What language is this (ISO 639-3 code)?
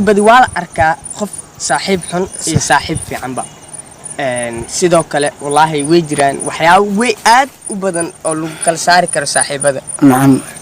som